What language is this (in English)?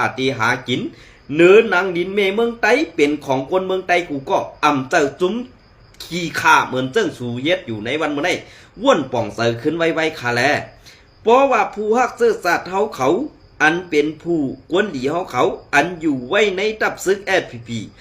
Shan